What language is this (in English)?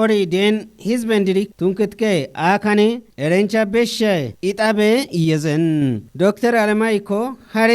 Kafa